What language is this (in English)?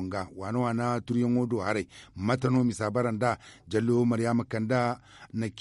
Zarma